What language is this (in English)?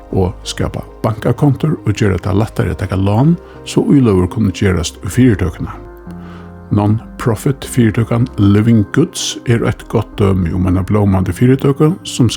Faroese